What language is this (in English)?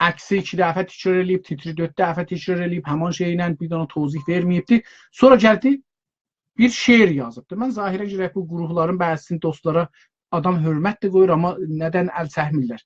South Azerbaijani